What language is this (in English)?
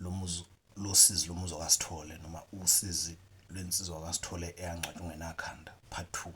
Zulu